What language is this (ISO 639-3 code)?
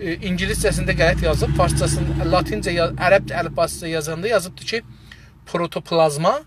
azb